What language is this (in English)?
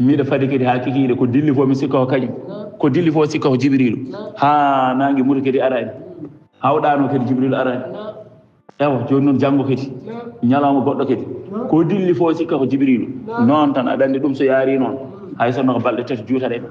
Fula